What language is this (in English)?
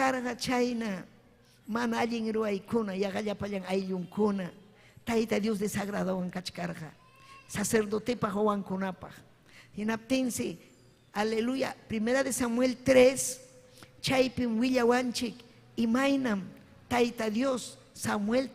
Ayacucho Quechua